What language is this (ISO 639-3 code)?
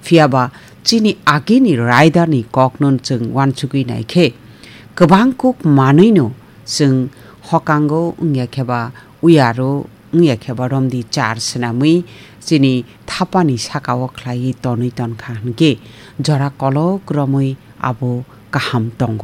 trp